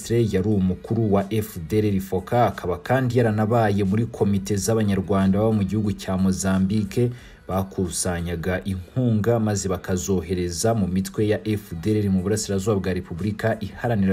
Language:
Kinyarwanda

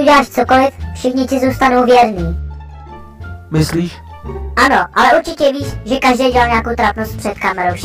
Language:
Czech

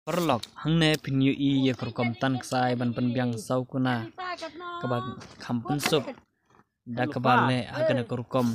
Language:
Khasi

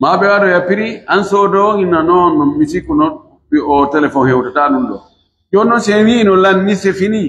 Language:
Pular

